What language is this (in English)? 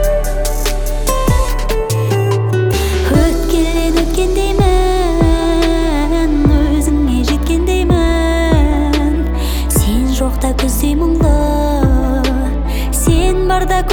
Kazakh